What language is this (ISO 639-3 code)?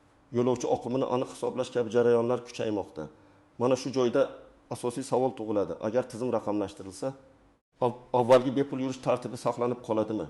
uzb